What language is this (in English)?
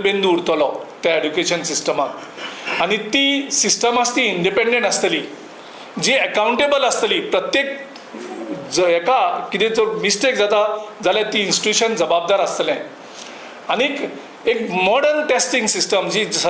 Konkani